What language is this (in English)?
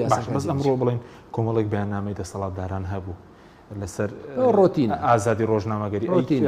Central Kurdish